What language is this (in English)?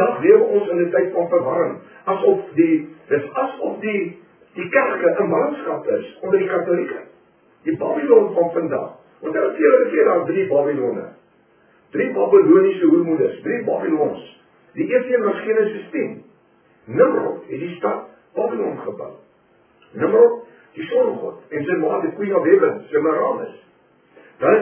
Afrikaans